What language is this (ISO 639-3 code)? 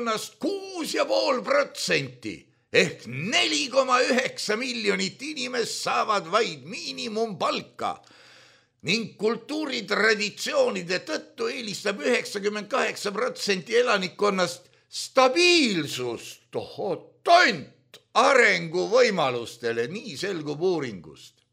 est